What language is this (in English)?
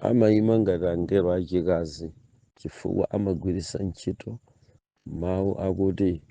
Nyanja